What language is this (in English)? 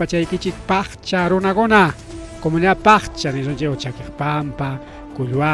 Ayacucho Quechua